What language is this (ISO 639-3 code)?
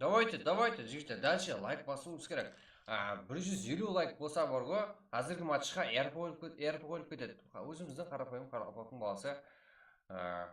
kaa